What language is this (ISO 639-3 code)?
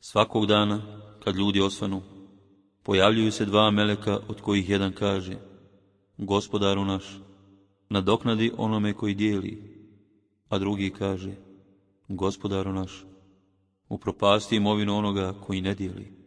bos